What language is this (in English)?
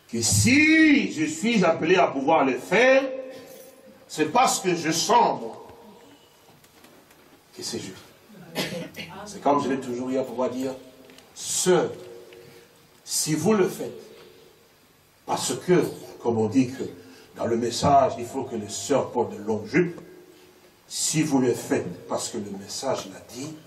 French